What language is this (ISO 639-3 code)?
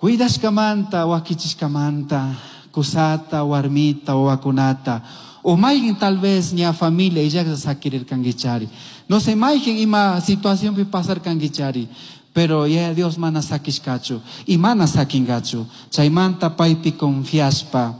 qug